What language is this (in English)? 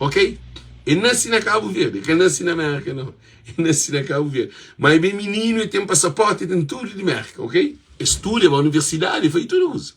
Kabuverdianu